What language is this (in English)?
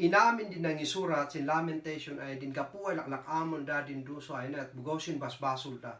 Kankanaey